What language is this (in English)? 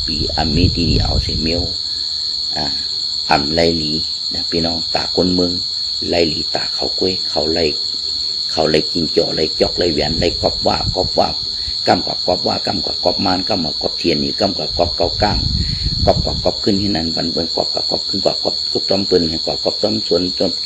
Shan